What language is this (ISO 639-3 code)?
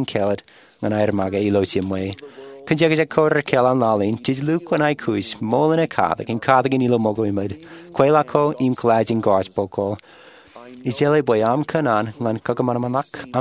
mah